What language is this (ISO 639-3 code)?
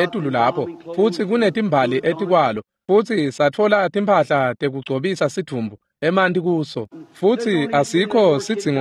ssw